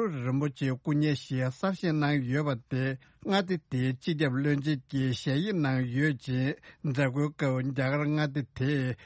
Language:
Tibetan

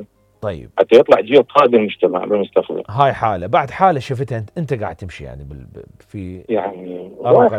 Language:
Mesopotamian Arabic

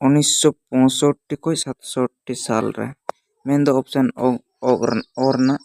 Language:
Santali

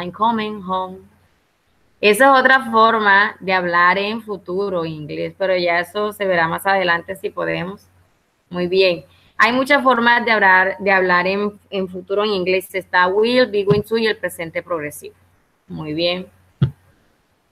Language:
Spanish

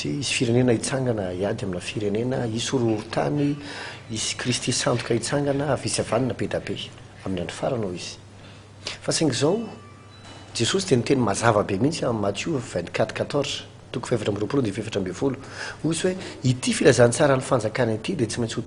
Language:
Malagasy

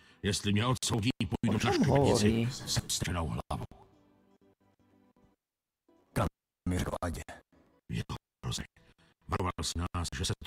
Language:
Czech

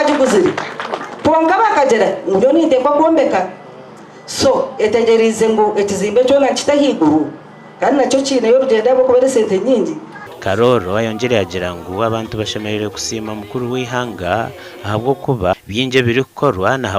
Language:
Nyankole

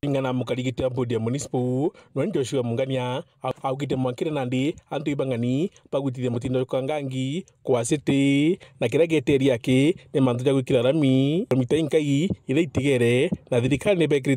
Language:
Meru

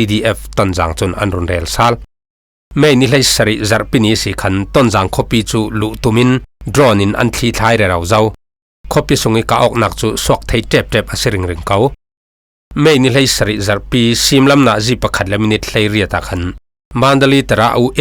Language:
Falam Chin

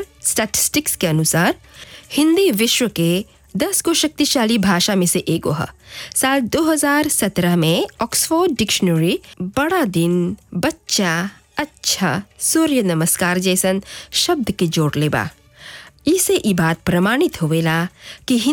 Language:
Bhojpuri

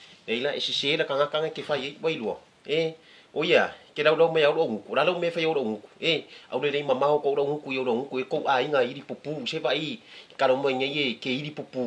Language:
Samoan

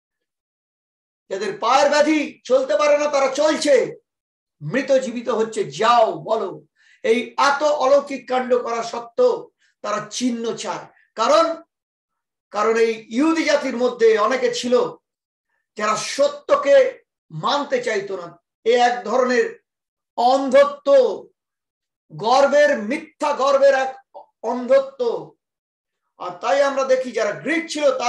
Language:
Bangla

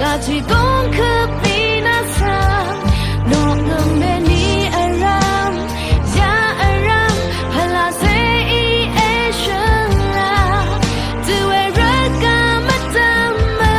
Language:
Rawang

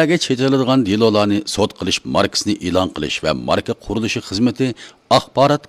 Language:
Uyghur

